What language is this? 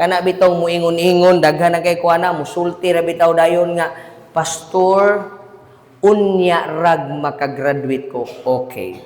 Cebuano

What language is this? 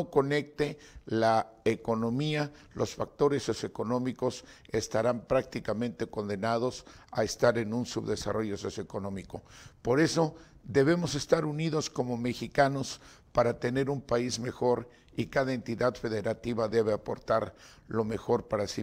Spanish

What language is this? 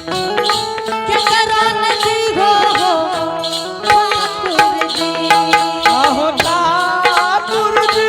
Angika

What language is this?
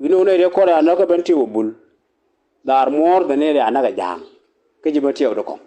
Nuer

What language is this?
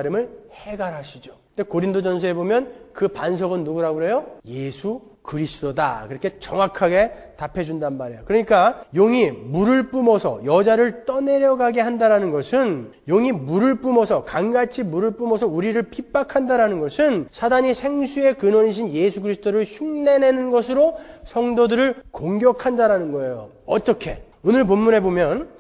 Korean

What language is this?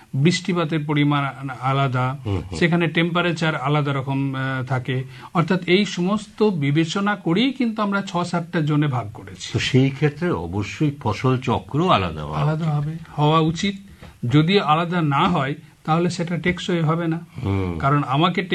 Bangla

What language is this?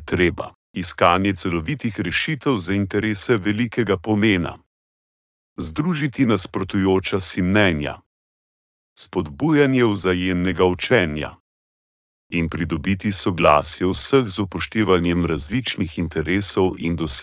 Slovenian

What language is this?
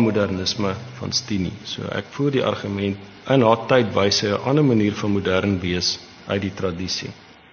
Afrikaans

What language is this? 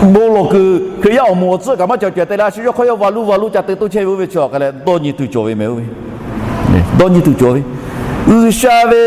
Lahu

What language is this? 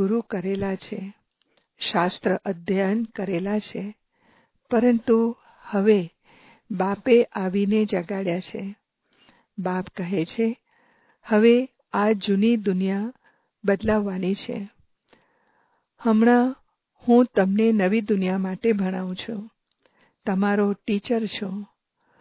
Gujarati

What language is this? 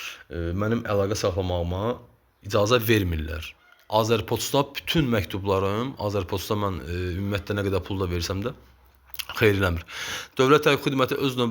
Azerbaijani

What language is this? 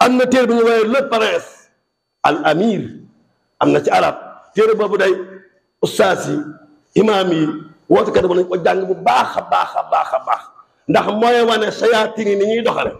Wolof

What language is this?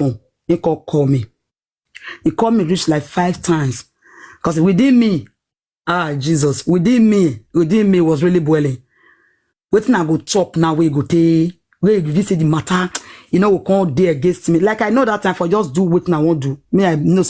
Nigerian Pidgin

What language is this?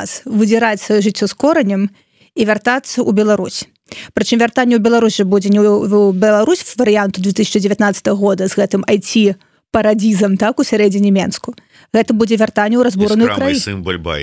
Belarusian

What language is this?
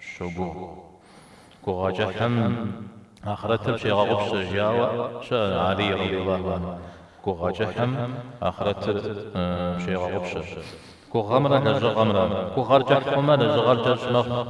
Kabardian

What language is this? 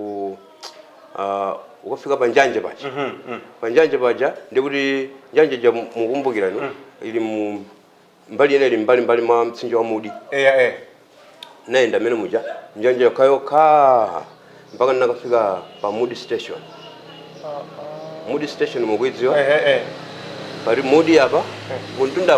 Nyanja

